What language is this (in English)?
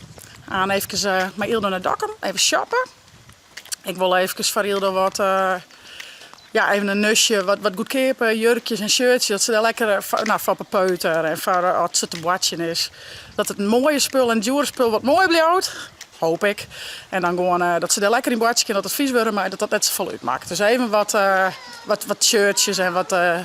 Western Frisian